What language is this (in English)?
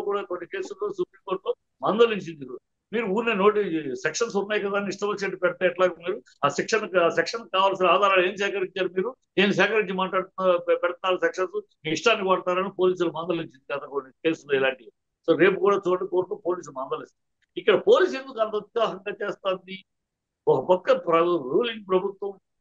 Telugu